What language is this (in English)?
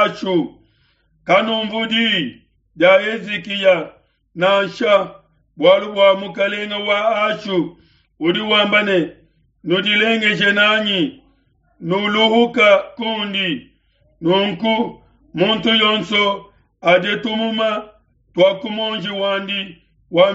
Luba-Lulua